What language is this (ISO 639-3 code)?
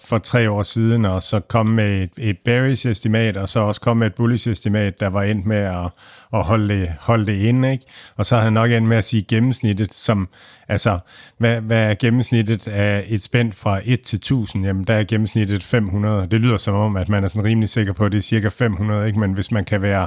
dan